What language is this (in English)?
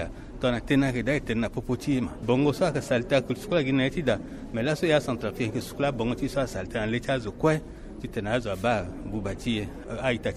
Sango